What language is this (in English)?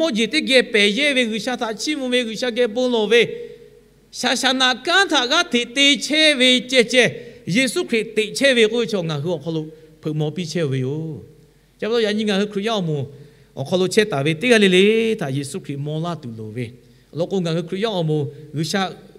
Lahu